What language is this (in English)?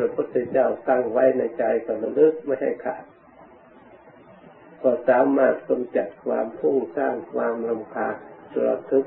Thai